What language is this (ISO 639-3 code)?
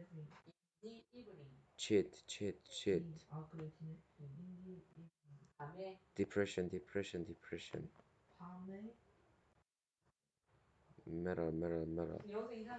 kor